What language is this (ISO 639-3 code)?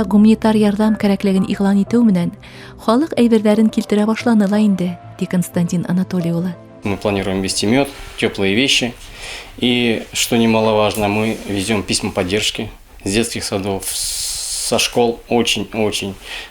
bak